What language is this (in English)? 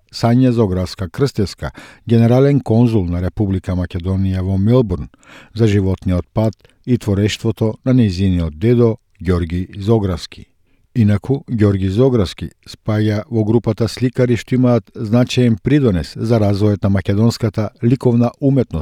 Macedonian